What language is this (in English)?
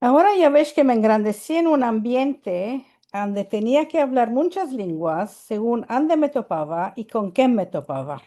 Ladino